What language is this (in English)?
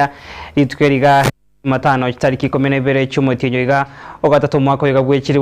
Gusii